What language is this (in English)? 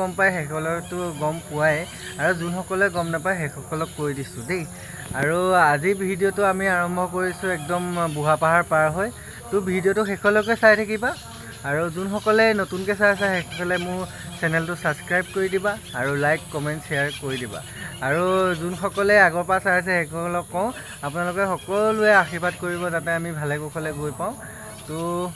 Assamese